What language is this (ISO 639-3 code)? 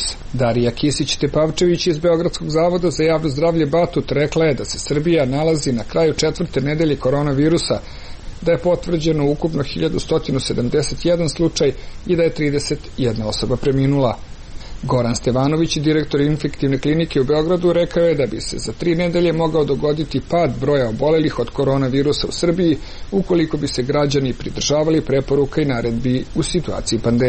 srp